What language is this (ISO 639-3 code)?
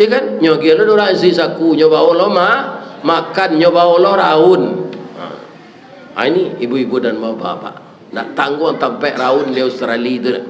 min